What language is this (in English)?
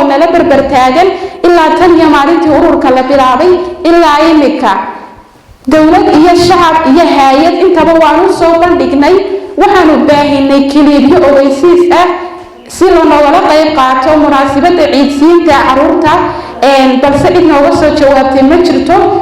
Somali